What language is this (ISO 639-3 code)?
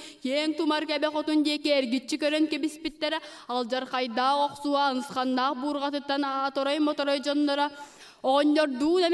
sah